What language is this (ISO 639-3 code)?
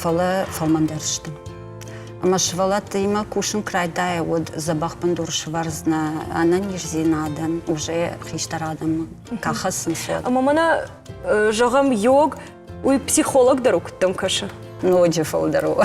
oss